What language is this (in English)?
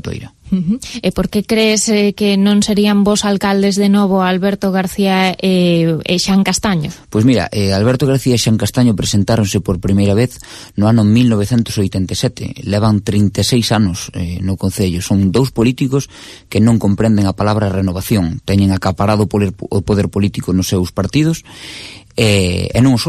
Galician